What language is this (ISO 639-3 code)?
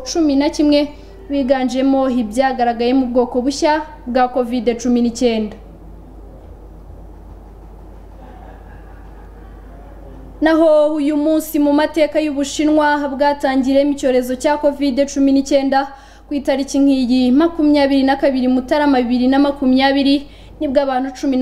kin